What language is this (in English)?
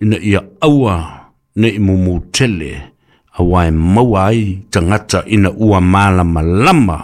Samoan